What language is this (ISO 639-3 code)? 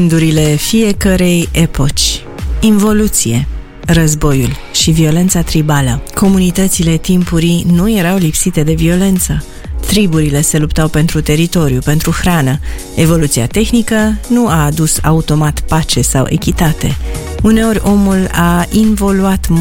ron